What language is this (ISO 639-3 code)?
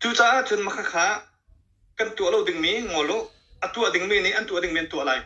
cnh